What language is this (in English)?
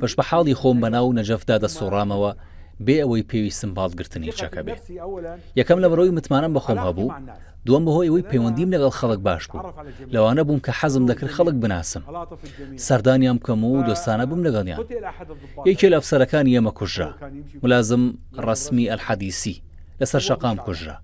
Central Kurdish